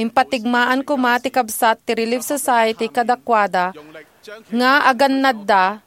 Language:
Iloko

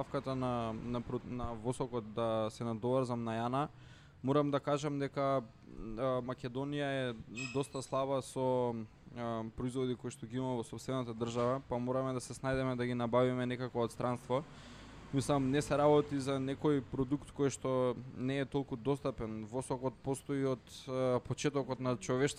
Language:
Macedonian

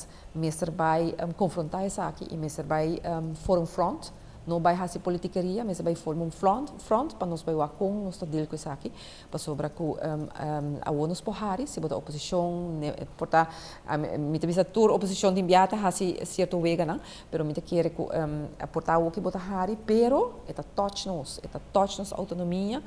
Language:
Papiamento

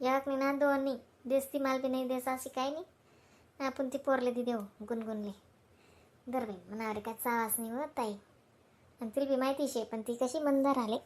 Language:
Khandesi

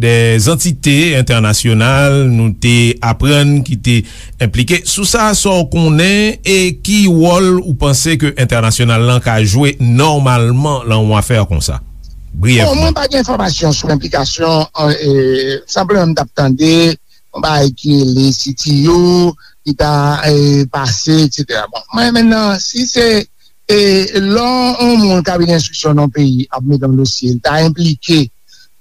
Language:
Haitian Creole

